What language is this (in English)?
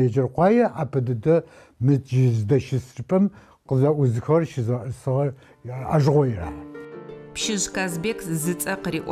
Adyghe